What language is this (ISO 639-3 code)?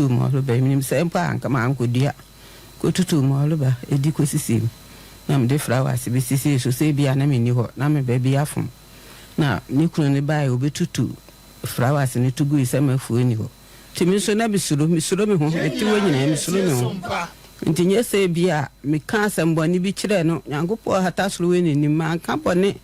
aka